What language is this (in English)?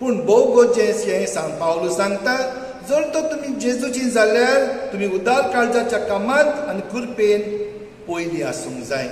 Konkani